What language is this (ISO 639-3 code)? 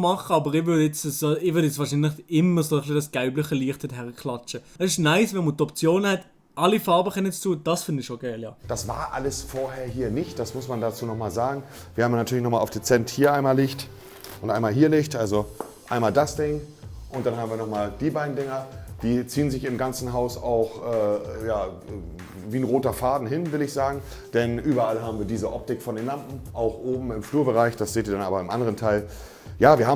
gsw